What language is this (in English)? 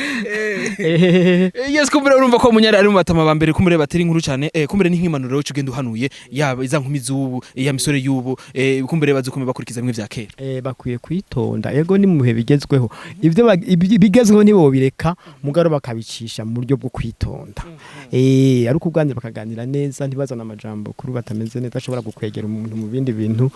Rundi